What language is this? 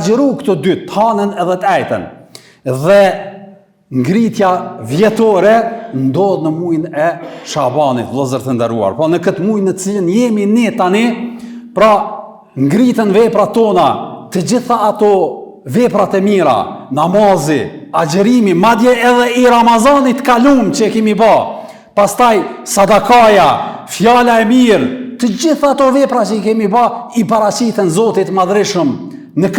Albanian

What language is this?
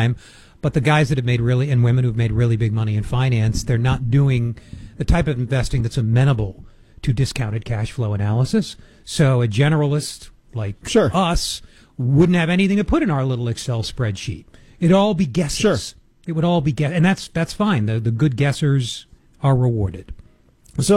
English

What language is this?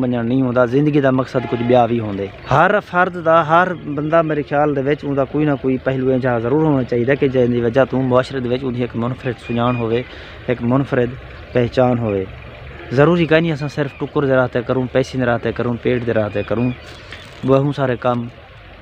Saraiki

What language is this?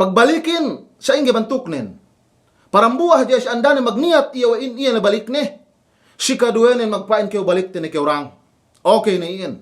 Yakan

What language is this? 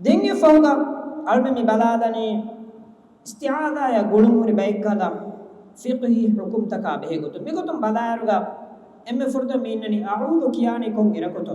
Divehi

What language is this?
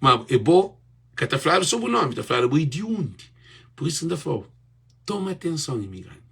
Kabuverdianu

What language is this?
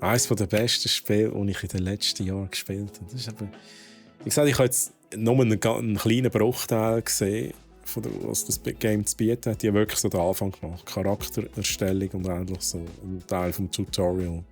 Swiss German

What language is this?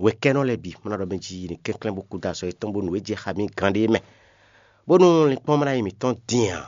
Fon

